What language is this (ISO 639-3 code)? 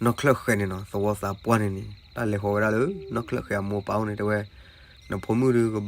ksw